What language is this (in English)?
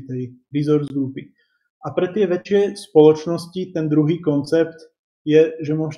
Slovak